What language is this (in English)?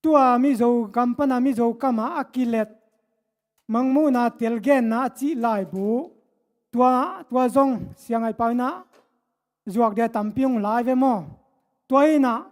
Tedim Chin